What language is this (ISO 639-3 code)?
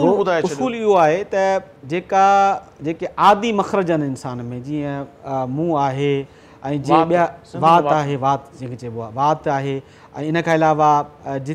snd